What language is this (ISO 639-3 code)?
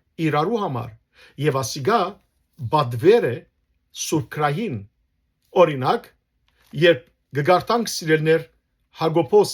hyw